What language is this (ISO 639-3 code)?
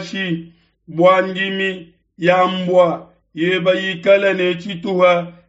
lua